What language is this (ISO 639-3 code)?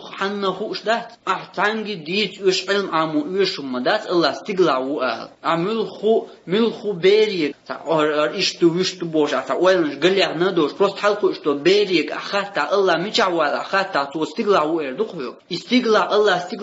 che